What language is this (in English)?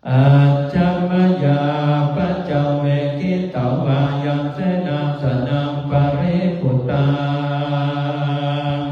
Pali